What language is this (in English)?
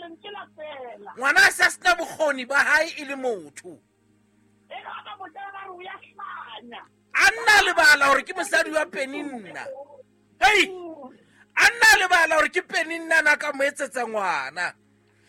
Southern Sotho